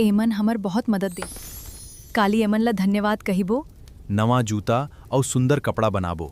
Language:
Chhattisgarhi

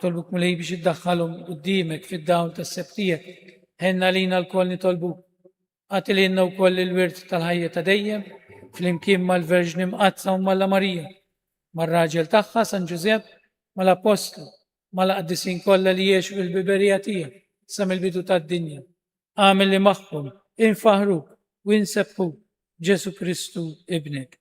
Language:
Maltese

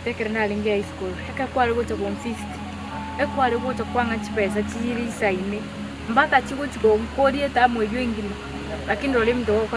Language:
Gusii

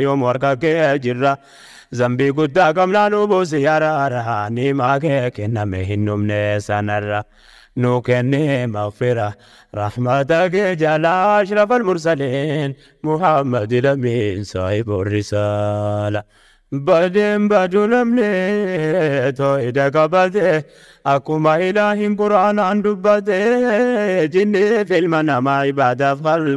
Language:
Oromo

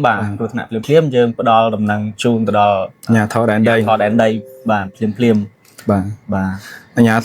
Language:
Khmer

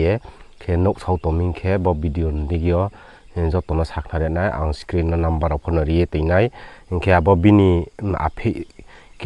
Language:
Riang (India)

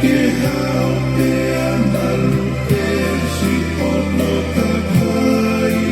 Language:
Tongan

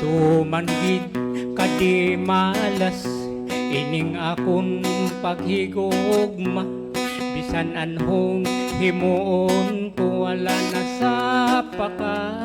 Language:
Hiligaynon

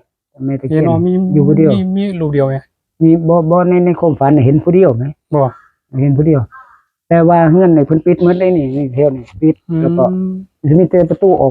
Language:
Northeastern Thai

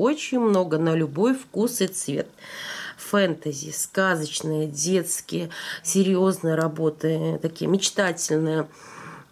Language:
Russian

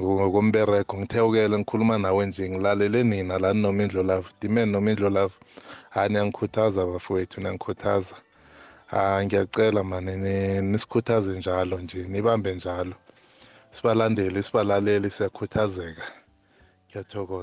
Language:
South Ndebele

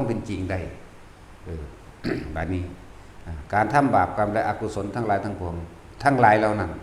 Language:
Northeastern Thai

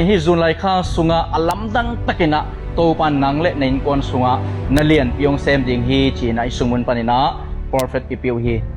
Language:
Tedim Chin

